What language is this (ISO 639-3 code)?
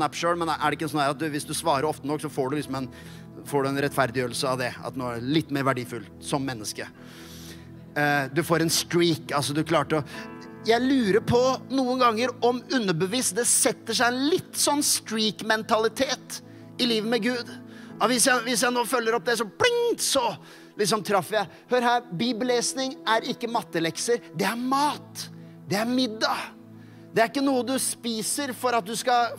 nor